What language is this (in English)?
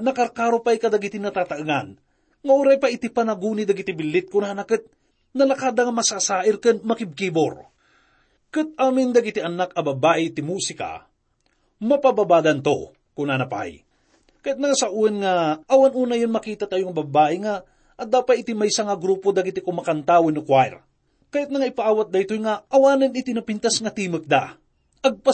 Iloko